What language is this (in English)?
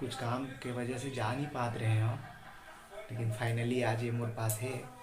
Chhattisgarhi